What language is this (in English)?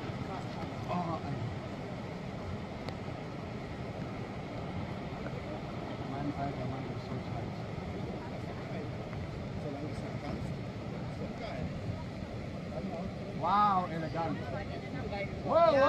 German